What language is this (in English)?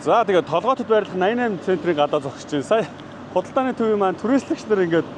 Mongolian